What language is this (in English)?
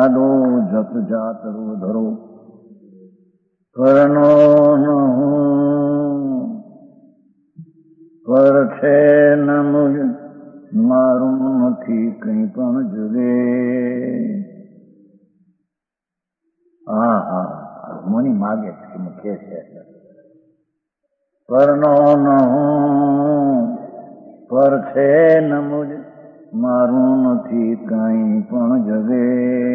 Gujarati